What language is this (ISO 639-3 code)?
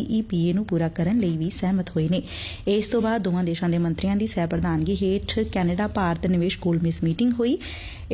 pan